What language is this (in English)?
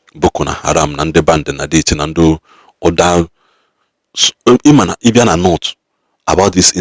Igbo